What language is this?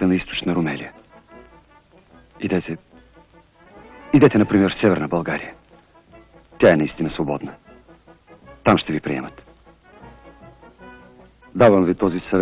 Bulgarian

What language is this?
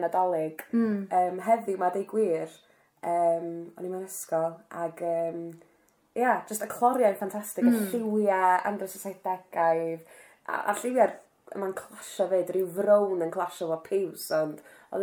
Welsh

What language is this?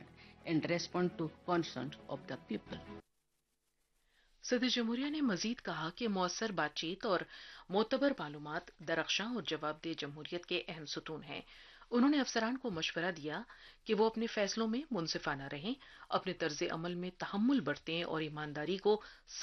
Urdu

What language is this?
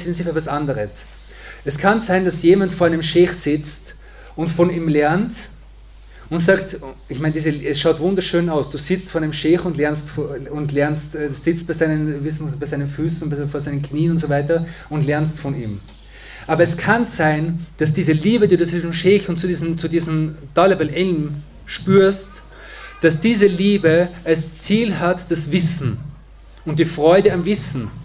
German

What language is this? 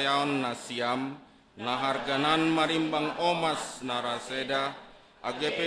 Batak Simalungun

